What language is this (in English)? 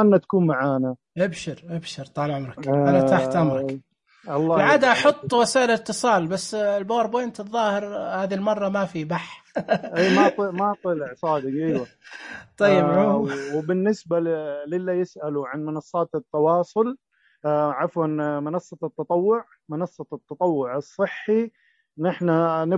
Najdi Arabic